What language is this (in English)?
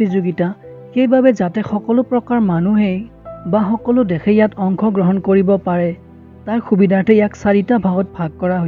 Assamese